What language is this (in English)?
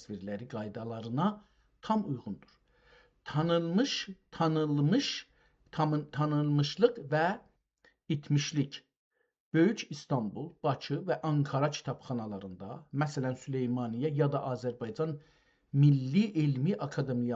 South Azerbaijani